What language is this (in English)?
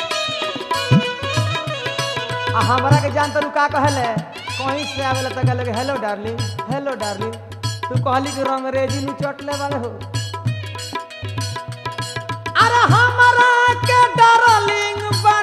Bhojpuri